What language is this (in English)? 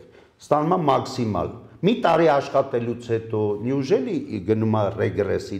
Armenian